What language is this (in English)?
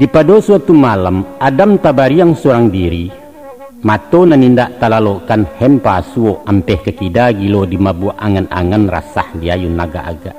Minangkabau